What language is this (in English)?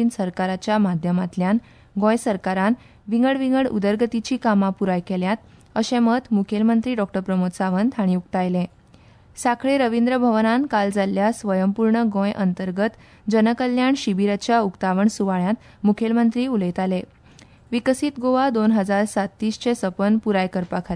Konkani